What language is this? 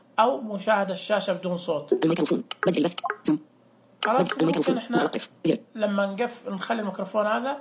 Najdi Arabic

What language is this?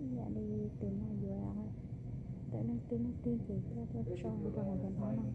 Hmong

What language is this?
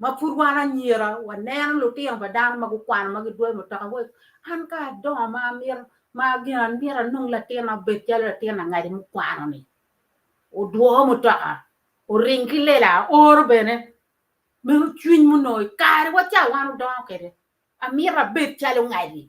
Acoli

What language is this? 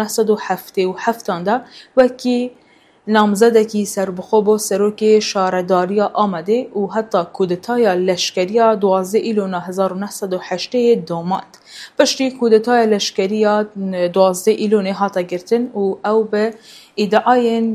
Kurdish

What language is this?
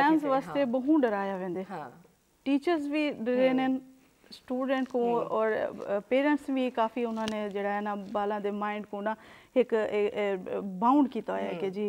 Urdu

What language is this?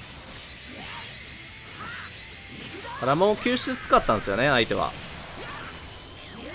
Japanese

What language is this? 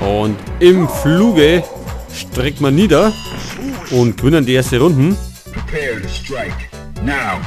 Bavarian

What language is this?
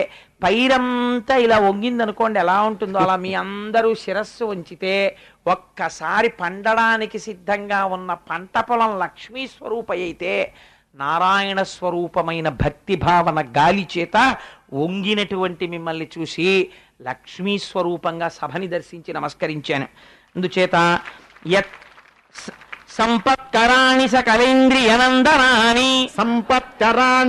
Telugu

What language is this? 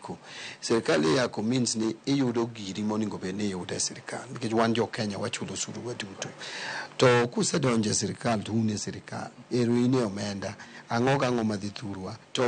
Luo (Kenya and Tanzania)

